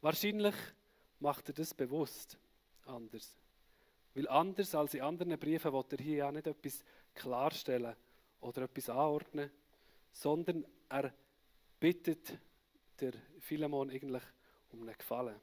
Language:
Swiss German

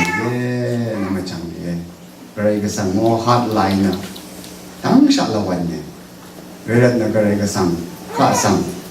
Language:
Rawang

